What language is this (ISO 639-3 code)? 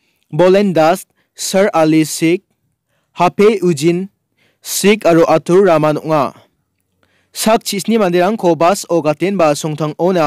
grt